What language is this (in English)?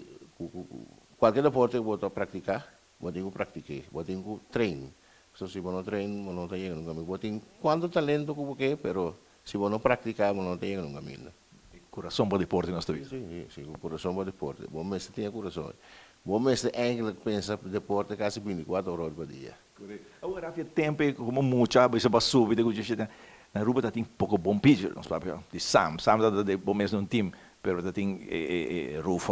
Papiamento